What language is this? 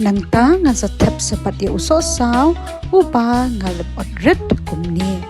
Khasi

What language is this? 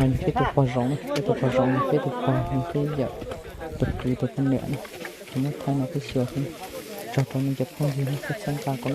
Hmong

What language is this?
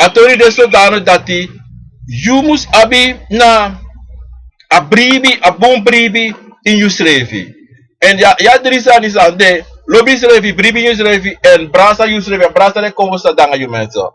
Sranan Tongo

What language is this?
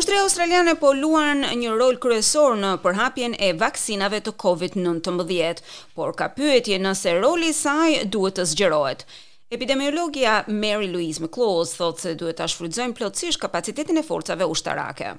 Albanian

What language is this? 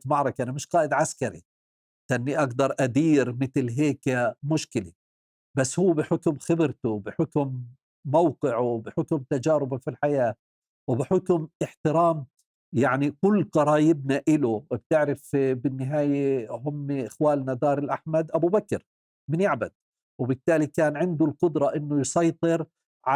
North Levantine Arabic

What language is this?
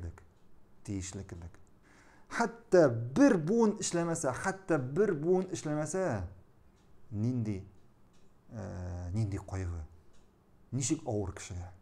Tatar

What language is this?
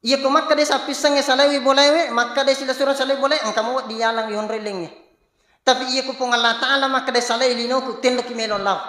Buginese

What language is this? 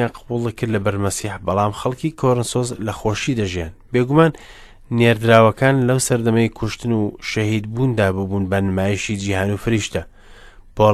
Central Kurdish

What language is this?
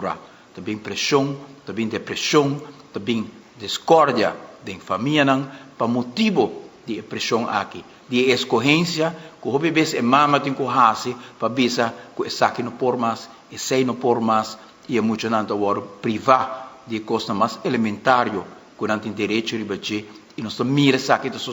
Papiamento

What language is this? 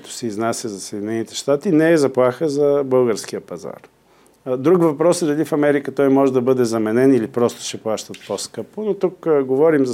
Bulgarian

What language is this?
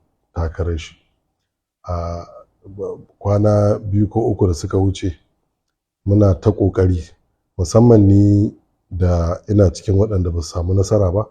Hausa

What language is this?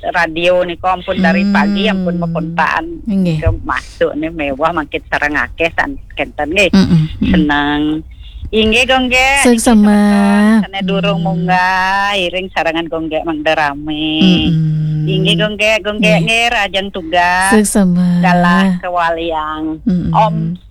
Balinese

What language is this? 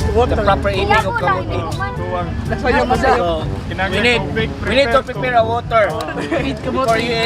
Cebuano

